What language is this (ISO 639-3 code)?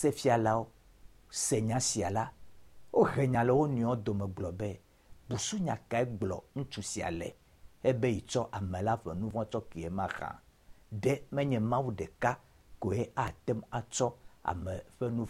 ewe